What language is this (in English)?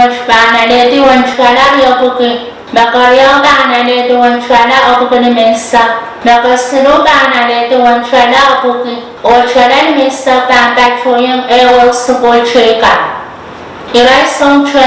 Pohnpeian